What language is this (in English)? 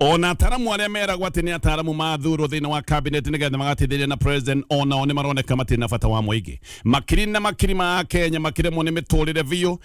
Kikuyu